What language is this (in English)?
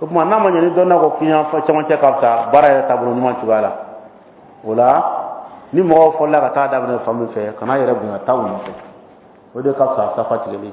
Dyula